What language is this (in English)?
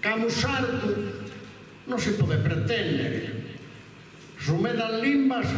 Sardinian